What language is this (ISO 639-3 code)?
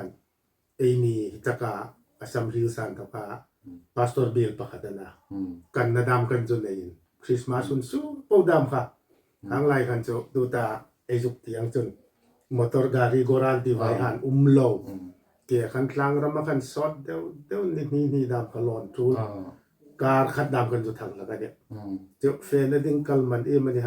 hmr